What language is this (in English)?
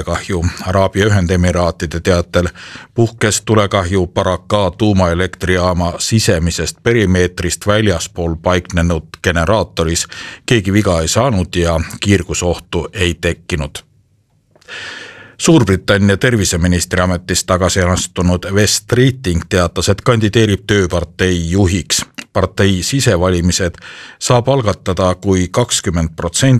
Estonian